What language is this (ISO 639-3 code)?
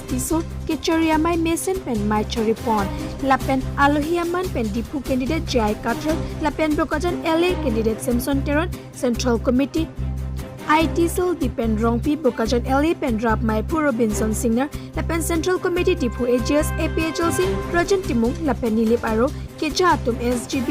mjw